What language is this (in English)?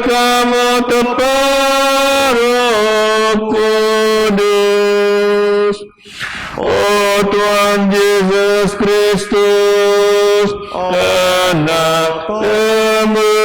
Biatah Bidayuh